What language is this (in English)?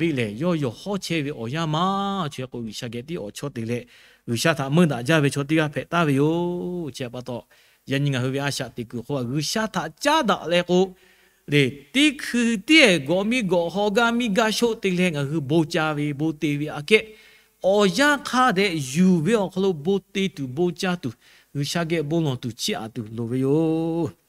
Lahu